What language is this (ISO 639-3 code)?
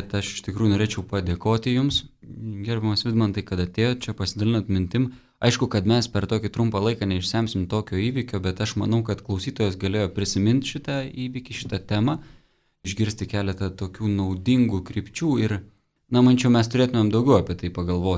lit